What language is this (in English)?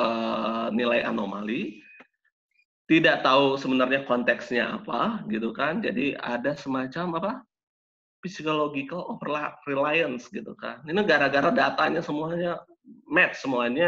Indonesian